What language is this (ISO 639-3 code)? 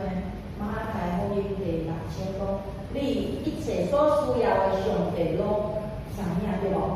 nan